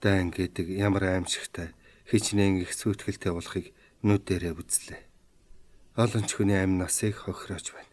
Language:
Mongolian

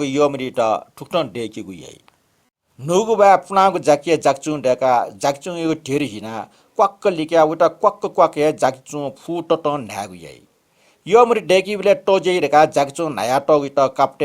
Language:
Newari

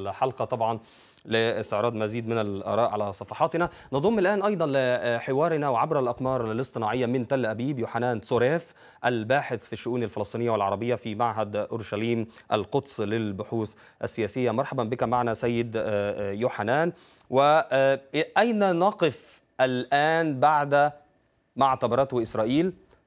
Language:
Arabic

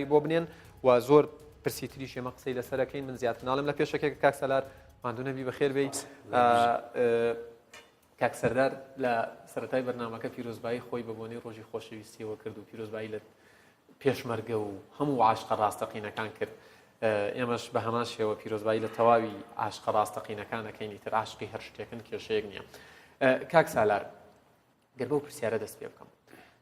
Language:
Central Kurdish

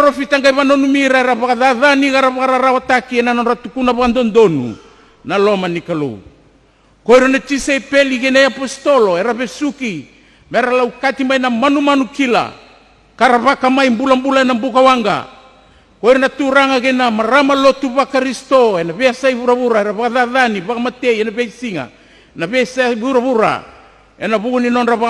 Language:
Fijian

